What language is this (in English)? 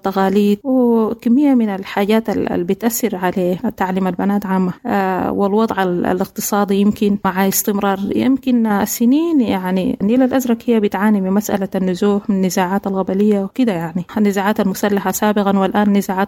Sudanese Arabic